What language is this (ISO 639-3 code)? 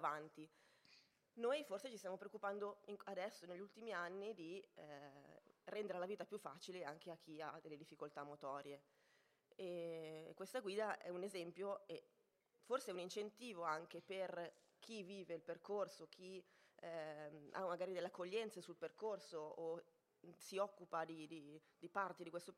ita